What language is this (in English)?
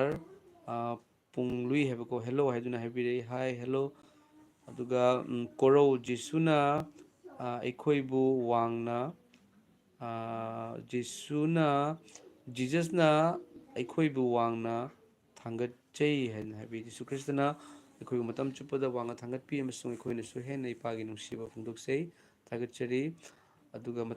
Manipuri